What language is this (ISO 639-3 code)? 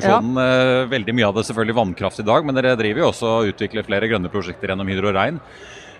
nor